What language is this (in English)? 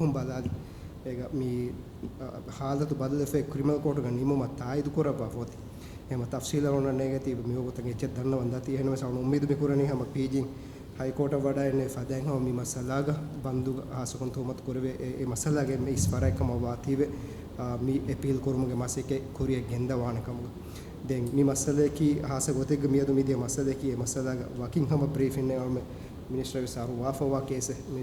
Divehi